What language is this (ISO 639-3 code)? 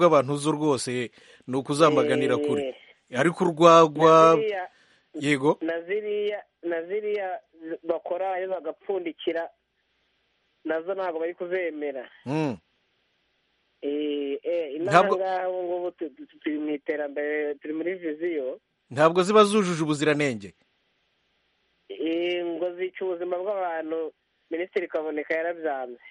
kin